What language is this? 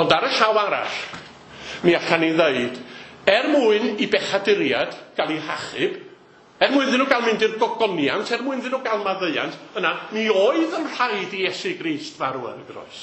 Welsh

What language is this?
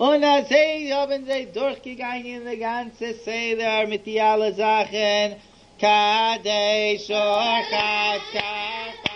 Yiddish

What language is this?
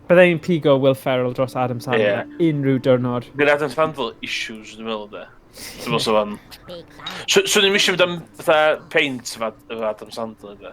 Welsh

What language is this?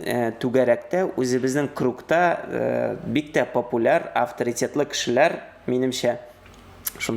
Tatar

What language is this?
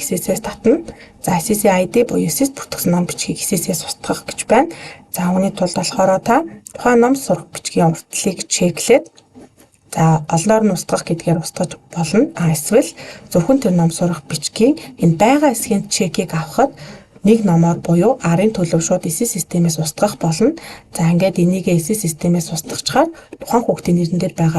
Mongolian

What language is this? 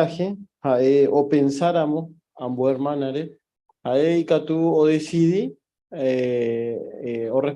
Guarani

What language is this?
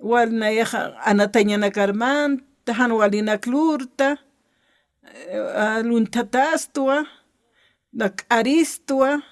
Aymara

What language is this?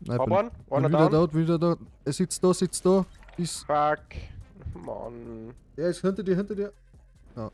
Bavarian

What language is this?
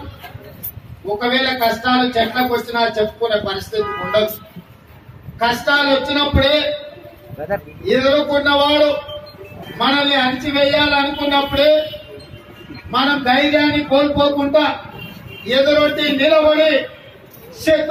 Telugu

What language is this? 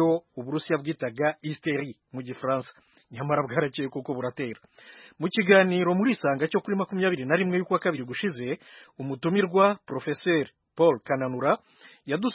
Kinyarwanda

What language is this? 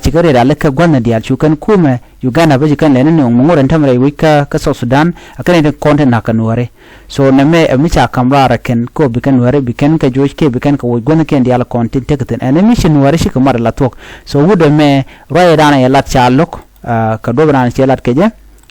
Nuer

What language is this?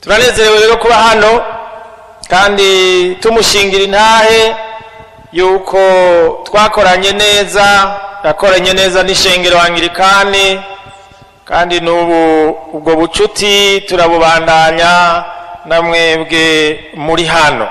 Rundi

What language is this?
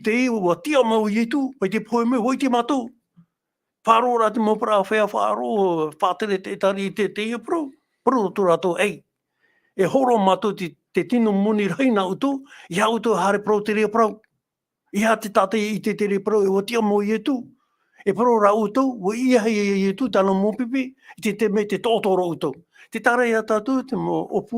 Tahitian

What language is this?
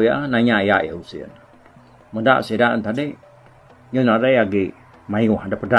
Iban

